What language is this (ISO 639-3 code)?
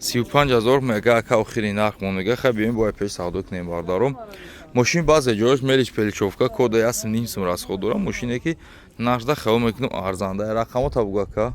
tgk